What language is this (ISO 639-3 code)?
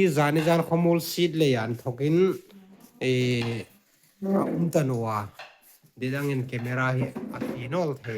hmr